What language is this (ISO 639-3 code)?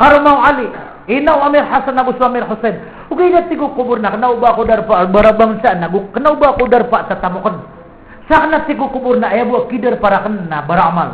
mrw